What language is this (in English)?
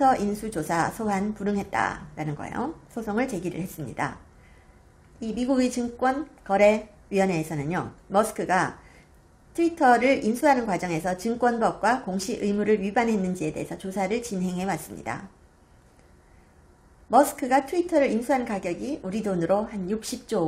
Korean